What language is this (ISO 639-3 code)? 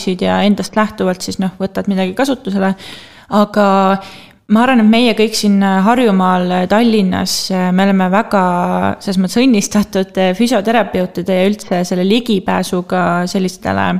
est